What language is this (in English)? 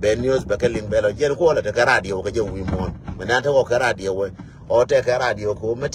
Nuer